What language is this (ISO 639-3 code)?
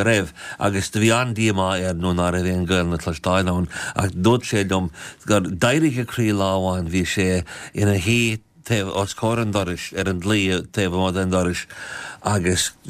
gle